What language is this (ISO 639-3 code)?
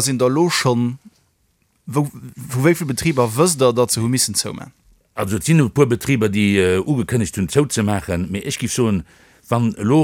ltz